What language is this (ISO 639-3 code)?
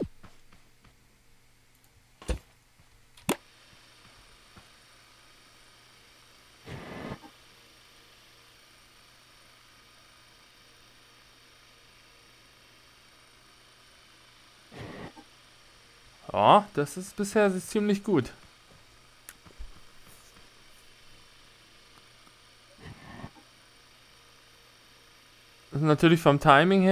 deu